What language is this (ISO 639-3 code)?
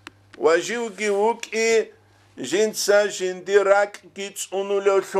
ava